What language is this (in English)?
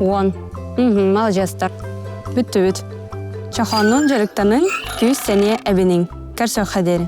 Yakut